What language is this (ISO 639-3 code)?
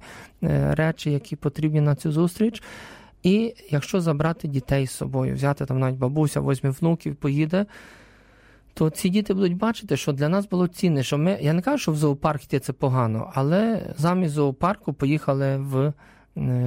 ukr